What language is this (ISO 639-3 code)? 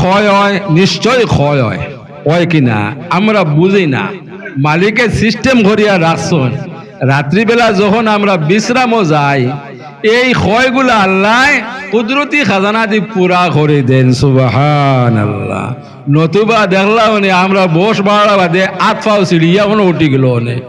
syl